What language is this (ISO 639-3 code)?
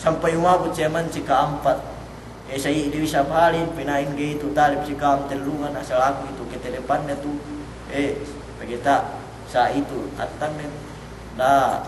yka